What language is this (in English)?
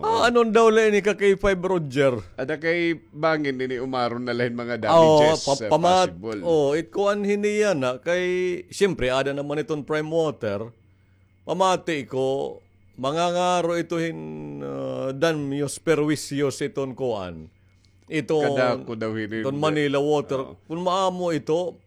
Waray